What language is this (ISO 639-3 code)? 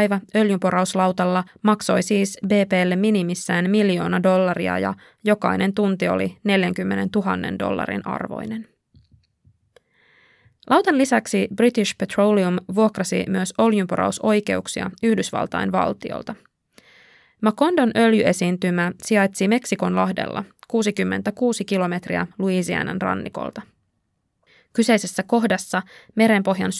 fin